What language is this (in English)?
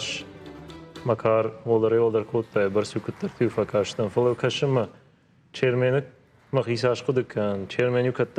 Ossetic